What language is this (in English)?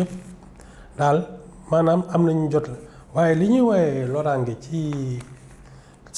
Wolof